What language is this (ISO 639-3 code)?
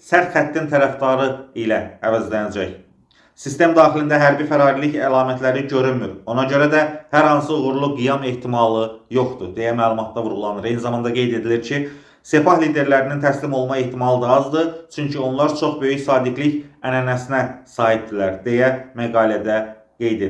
aze